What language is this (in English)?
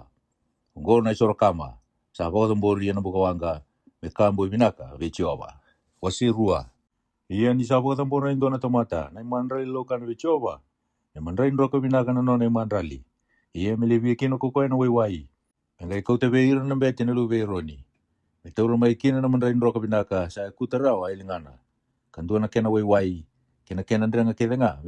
Fijian